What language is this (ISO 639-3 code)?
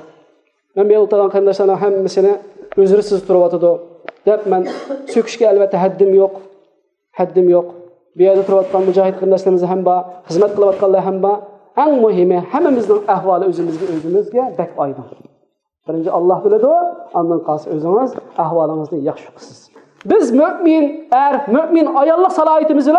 uig